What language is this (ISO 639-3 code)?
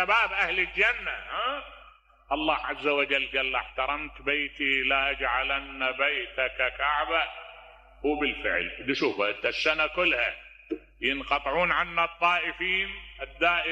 acm